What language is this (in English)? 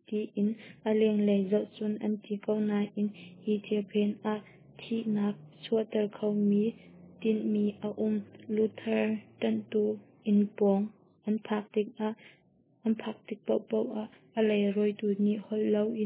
Hakha Chin